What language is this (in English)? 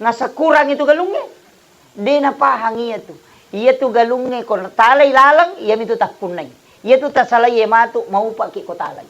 Buginese